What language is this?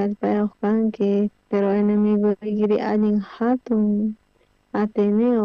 South Bolivian Quechua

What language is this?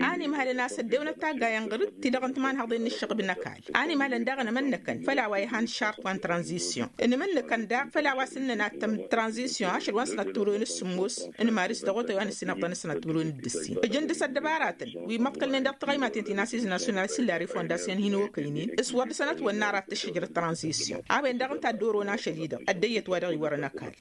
Tamasheq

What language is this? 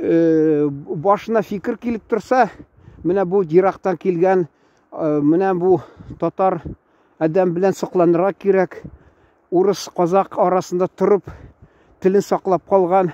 Tatar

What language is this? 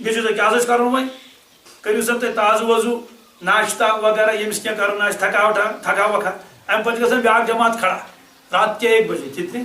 Kashmiri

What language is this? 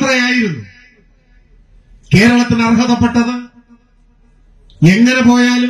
Malayalam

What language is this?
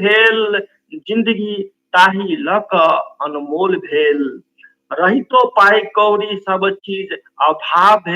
Maithili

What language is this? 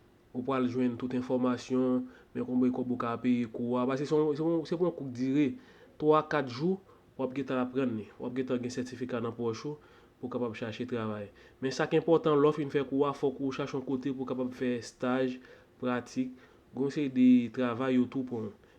Haitian Creole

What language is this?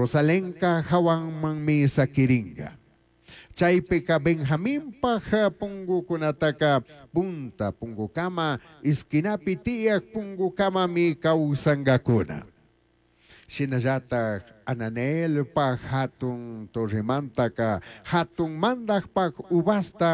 Chimborazo Highland Quichua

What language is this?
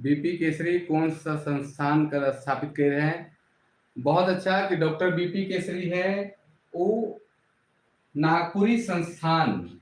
Sadri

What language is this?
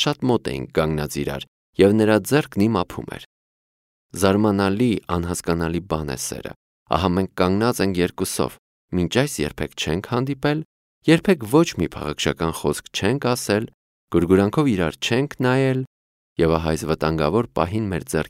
Armenian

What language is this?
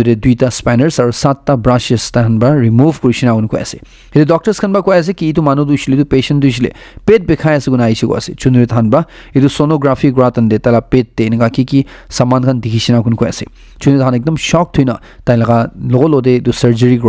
Naga Pidgin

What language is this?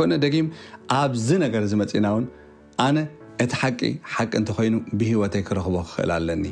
Tigrinya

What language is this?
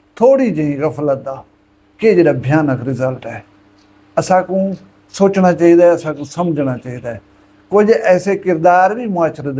Saraiki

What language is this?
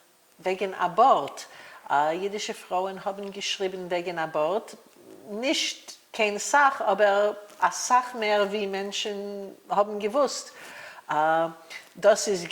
Yiddish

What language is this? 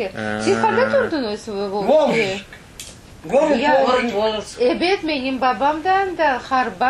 Crimean Tatar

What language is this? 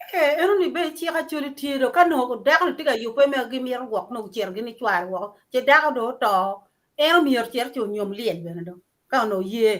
Acoli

